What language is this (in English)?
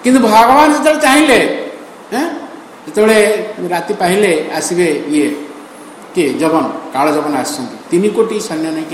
Odia